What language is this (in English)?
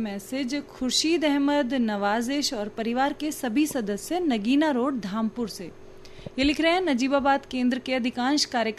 Hindi